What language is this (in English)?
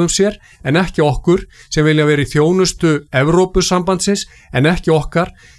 Icelandic